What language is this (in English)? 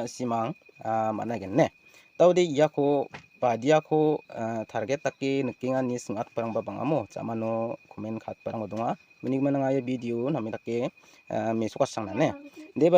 Garo